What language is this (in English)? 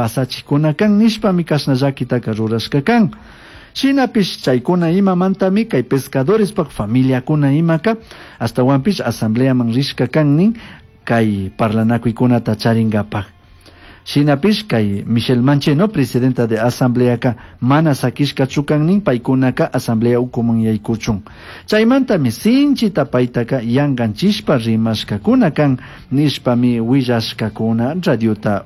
Chimborazo Highland Quichua